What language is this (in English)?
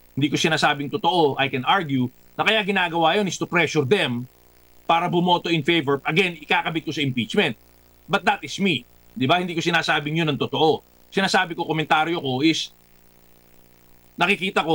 Filipino